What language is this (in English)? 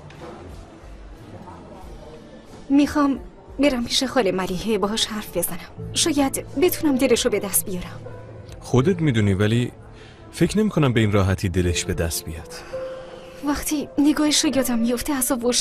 Persian